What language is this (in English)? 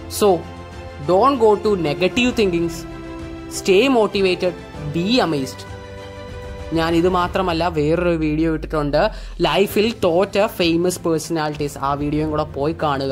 Malayalam